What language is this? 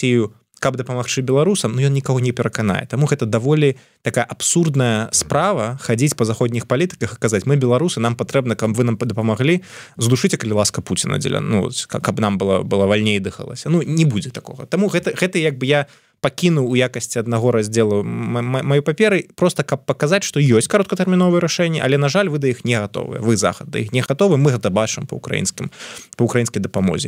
Belarusian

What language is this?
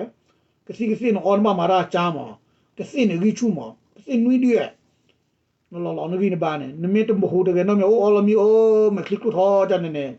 S'gaw Karen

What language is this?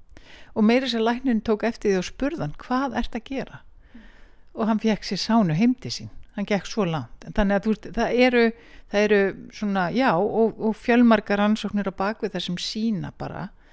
Icelandic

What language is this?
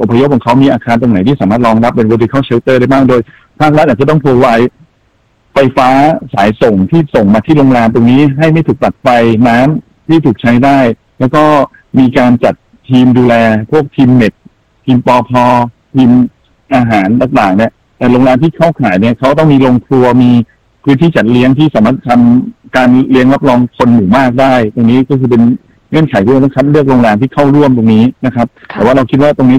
Thai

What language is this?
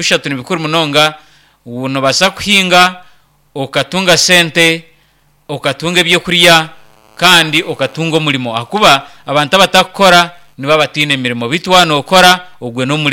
Nyankole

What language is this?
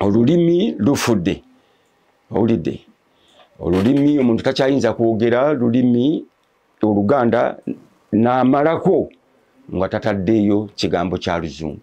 Ganda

